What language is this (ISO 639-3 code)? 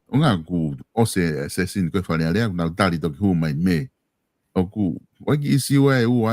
ton